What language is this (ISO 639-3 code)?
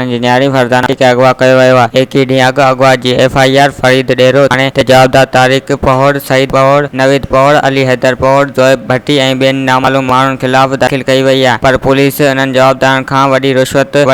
snd